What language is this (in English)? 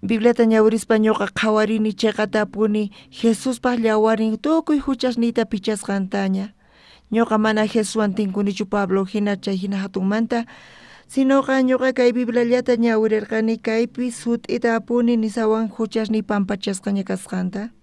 South Bolivian Quechua